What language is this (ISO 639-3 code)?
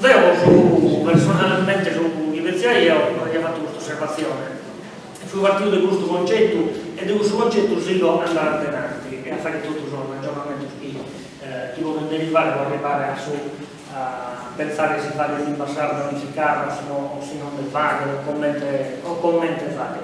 srd